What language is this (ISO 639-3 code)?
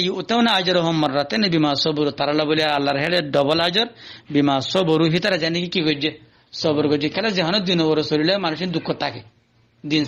rhg